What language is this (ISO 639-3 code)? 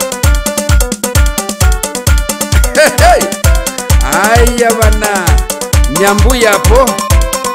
swa